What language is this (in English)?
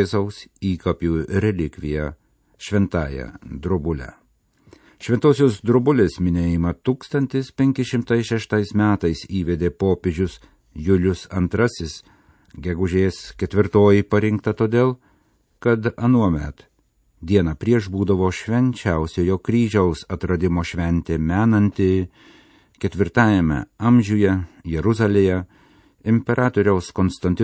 Lithuanian